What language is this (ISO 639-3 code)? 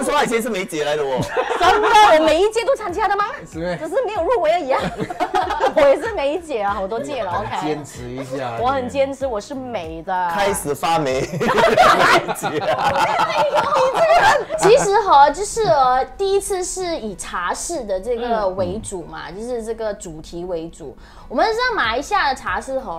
zho